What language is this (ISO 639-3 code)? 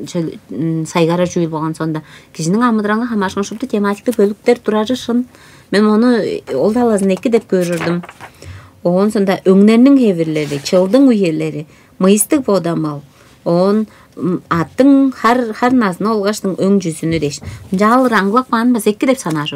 tyv